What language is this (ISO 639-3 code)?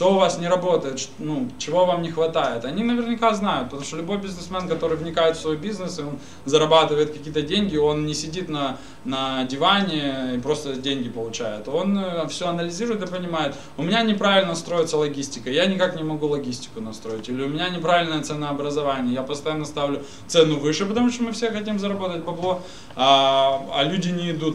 rus